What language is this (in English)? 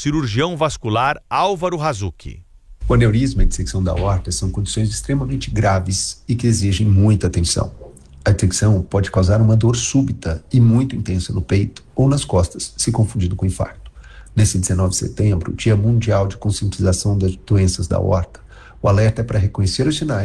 Portuguese